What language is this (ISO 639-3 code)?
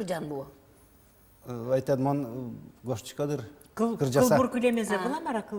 udm